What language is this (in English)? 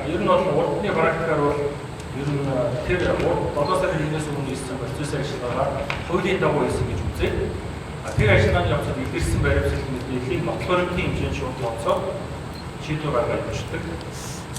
Mongolian